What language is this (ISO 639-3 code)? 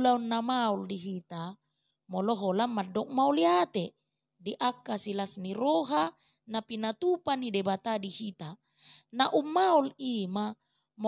bbc